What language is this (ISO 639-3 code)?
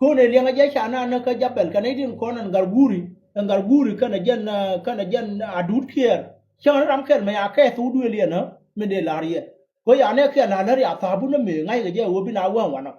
nus